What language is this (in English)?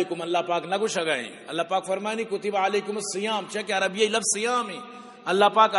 Eastern Balochi